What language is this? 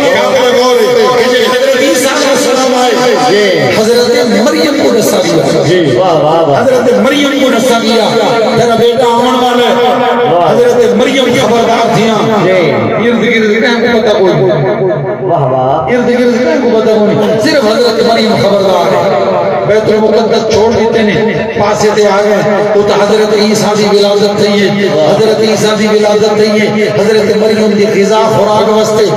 Saraiki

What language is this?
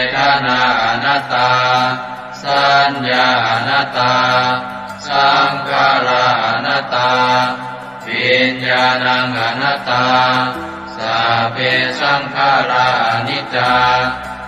Pali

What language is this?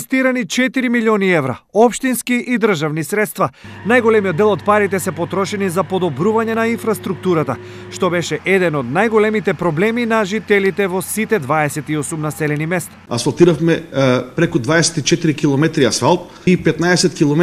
Macedonian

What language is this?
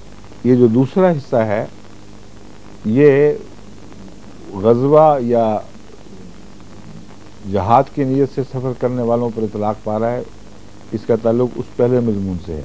Urdu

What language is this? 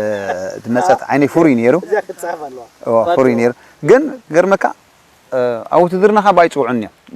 Tigrinya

